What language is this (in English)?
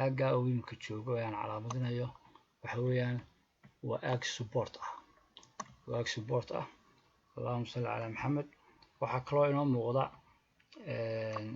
Somali